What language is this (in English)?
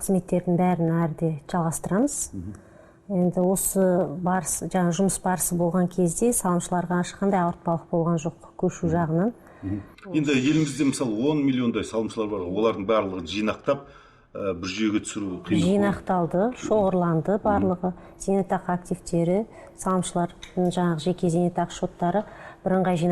Kazakh